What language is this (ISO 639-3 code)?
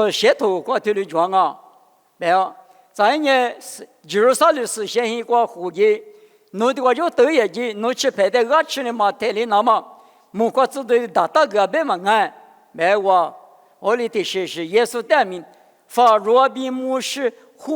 lis